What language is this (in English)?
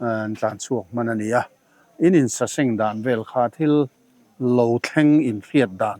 Mizo